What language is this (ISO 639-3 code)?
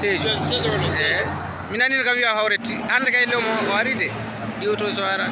ful